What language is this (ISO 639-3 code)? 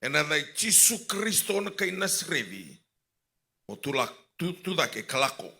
fij